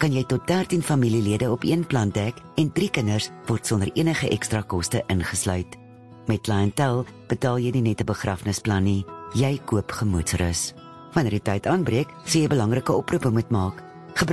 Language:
Afrikaans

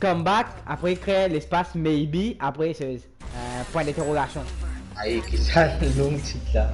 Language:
Morisyen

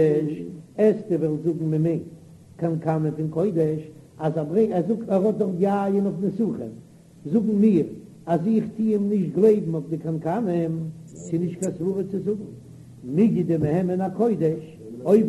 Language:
Yiddish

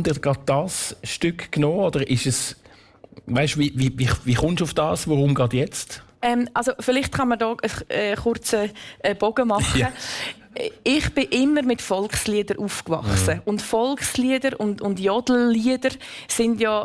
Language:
Swiss German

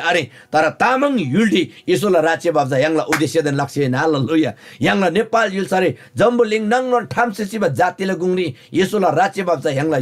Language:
Eastern Tamang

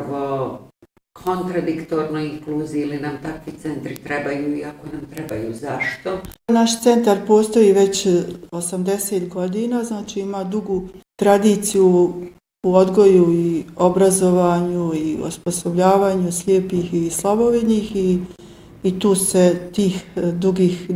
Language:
Bosnian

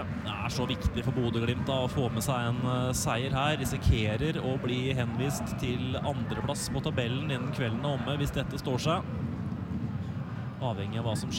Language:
Norwegian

